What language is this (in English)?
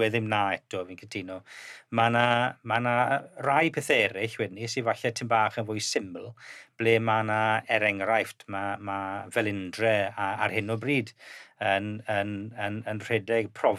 Welsh